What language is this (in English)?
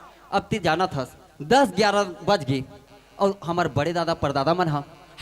Chhattisgarhi